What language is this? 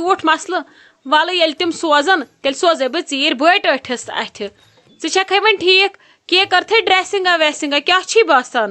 Kashmiri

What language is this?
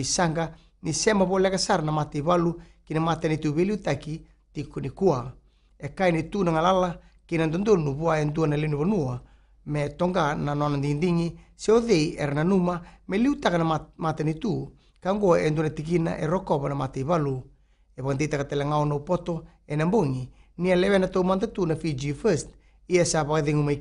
Fijian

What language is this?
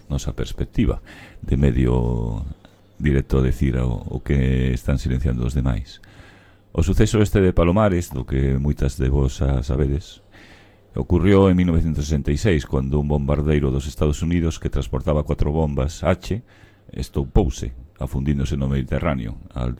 Galician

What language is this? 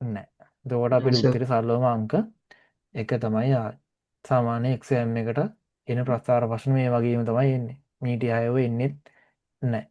Sinhala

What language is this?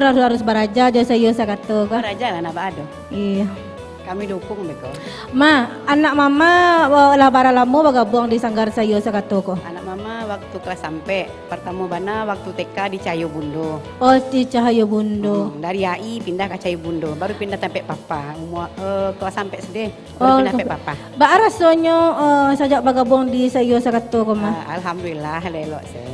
Minangkabau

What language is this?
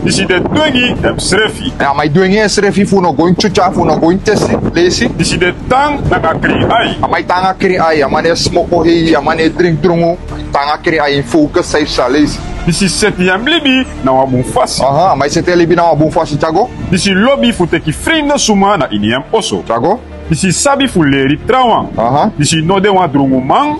Sranan Tongo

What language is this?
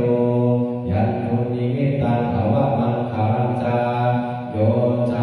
Pali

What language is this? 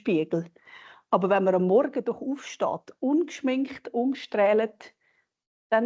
Swiss German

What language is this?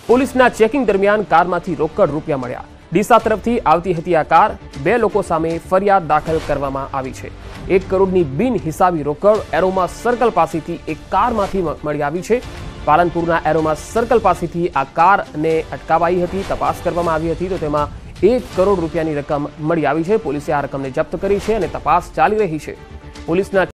Gujarati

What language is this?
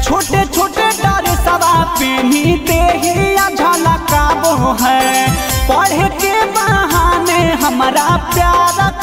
Bhojpuri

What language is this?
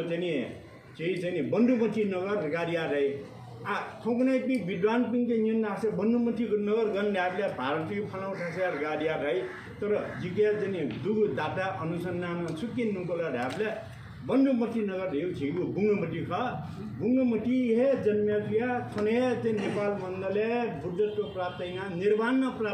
Nepali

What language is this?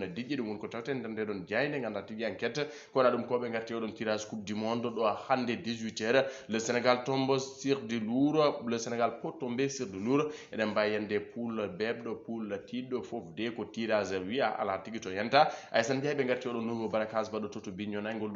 Fula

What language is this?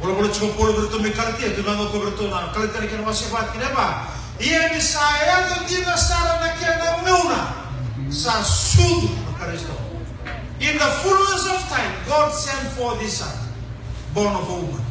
Fijian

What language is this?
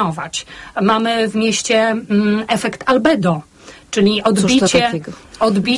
Polish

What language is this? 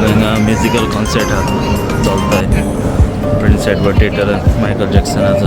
Konkani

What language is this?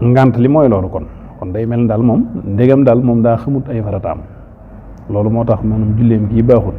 Wolof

